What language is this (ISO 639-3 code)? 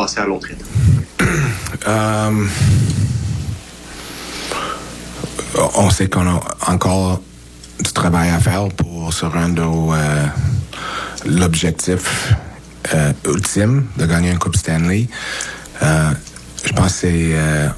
fra